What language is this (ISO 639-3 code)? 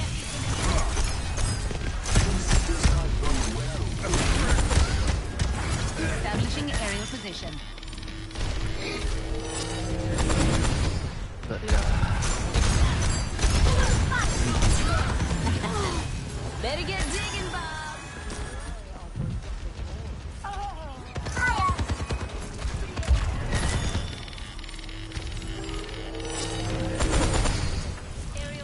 msa